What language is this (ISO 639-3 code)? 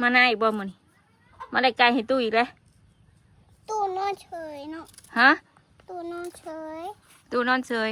tts